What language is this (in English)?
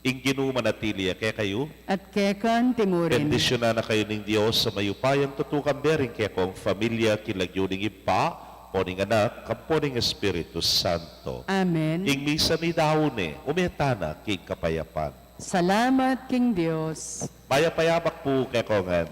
Pampanga